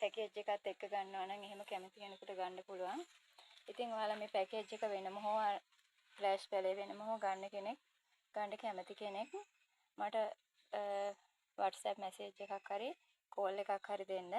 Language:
Sinhala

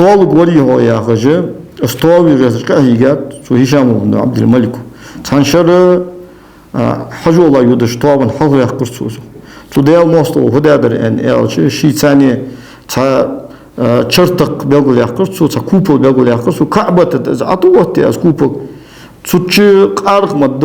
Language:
Ingush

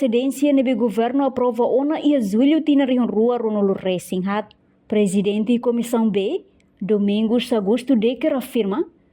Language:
Tetum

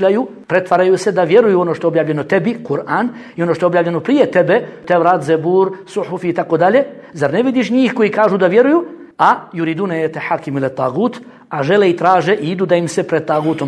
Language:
Bosnian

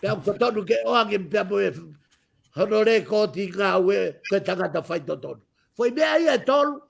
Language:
Tongan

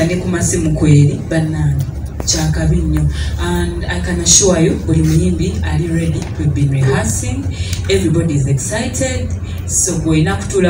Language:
Ganda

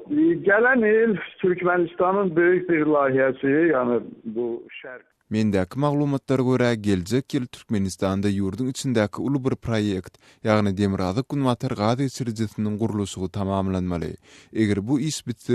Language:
Turkmen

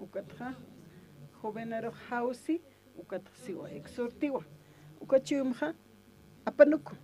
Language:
Aymara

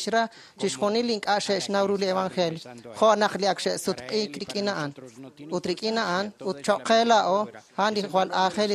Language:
Kekchí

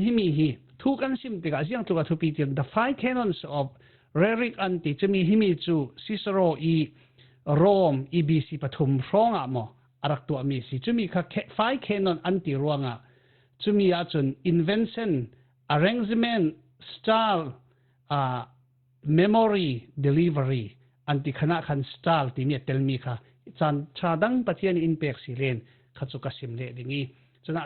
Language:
Falam Chin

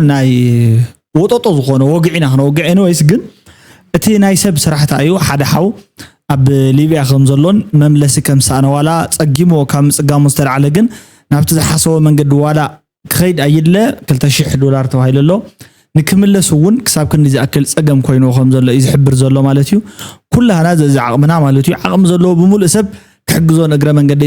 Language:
Tigrinya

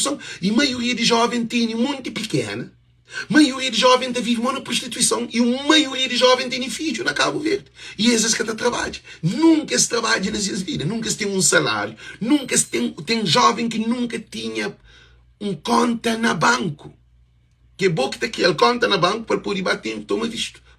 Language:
Kabuverdianu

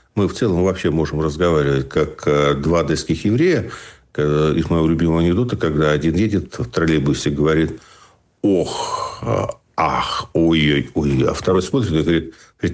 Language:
Russian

